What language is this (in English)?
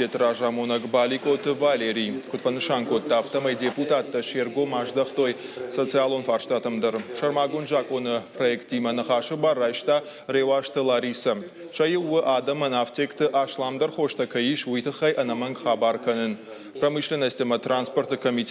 Ossetic